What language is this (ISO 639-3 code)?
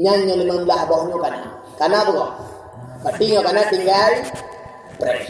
ace